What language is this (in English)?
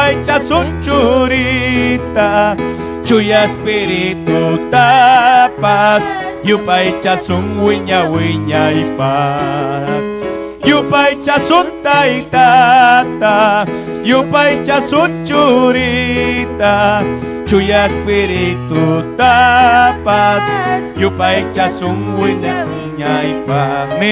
Ayacucho Quechua